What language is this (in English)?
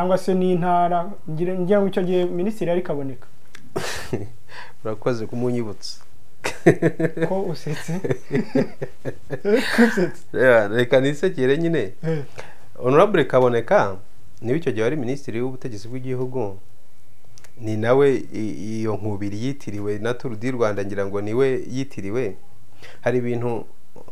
Kinyarwanda